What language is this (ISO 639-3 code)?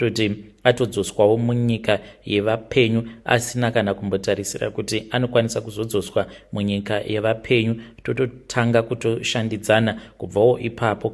sna